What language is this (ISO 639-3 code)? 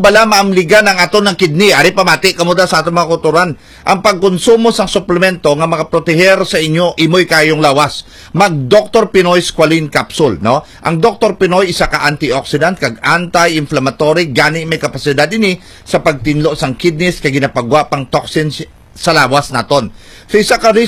hil